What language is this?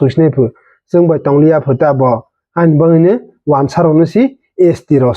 Kok Borok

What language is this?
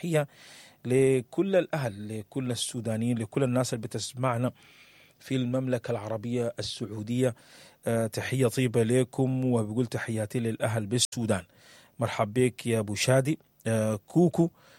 Sudanese Arabic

